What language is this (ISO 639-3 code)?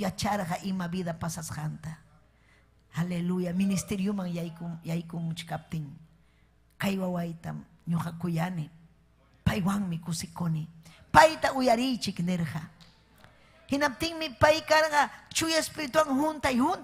quy